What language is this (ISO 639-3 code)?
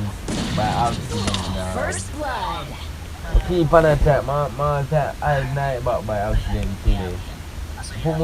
jam